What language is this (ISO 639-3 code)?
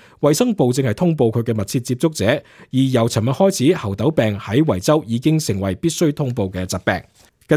yue